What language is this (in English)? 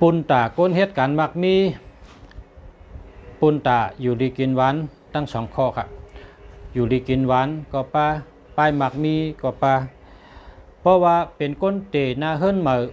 Shan